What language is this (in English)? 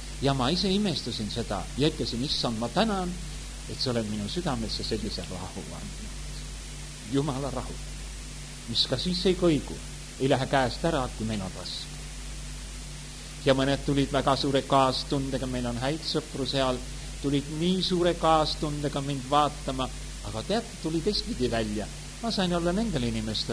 Estonian